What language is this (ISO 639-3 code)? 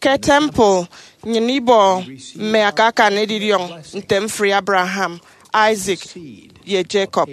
efi